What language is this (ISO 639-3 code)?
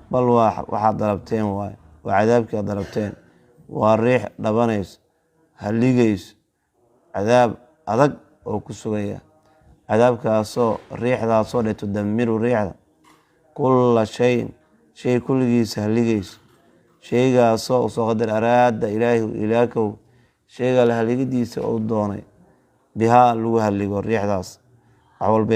som